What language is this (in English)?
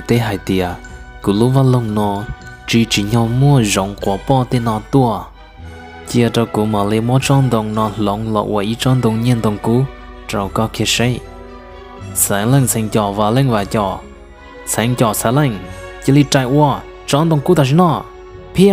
Hmong